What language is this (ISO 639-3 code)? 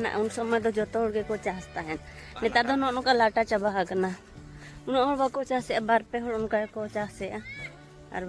sat